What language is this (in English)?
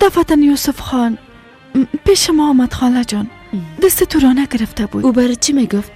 Persian